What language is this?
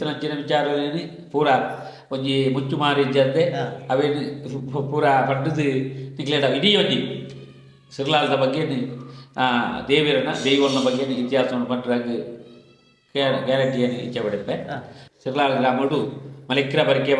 Tulu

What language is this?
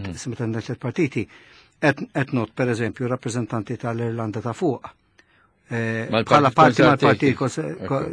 Maltese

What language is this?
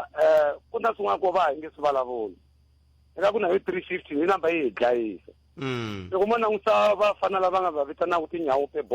Tsonga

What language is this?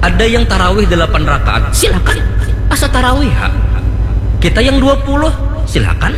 Banjar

